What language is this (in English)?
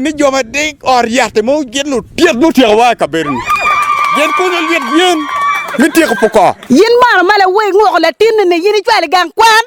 Acoli